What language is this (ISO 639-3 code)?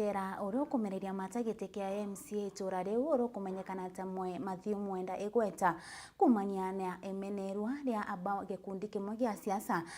mer